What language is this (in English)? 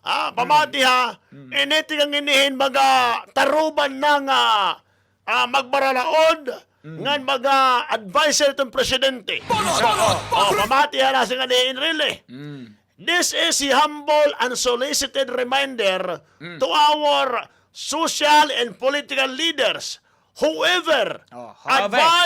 Waray